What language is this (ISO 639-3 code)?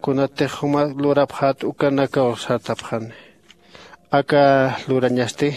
aym